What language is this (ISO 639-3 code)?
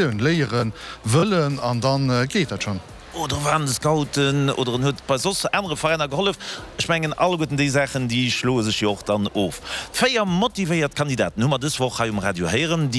ltz